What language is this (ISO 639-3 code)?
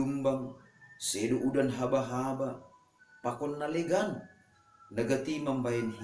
bts